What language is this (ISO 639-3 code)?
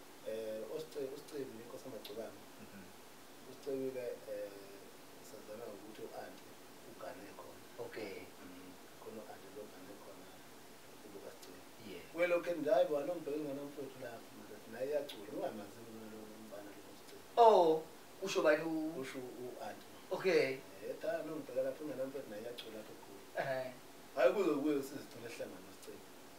zul